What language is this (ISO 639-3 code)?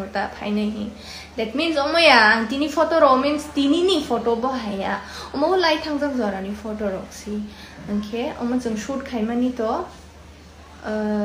trp